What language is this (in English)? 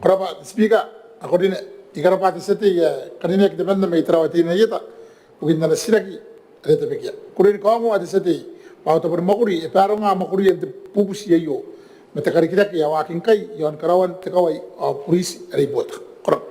Gilbertese